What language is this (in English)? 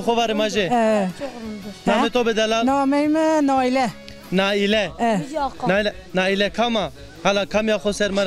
Zaza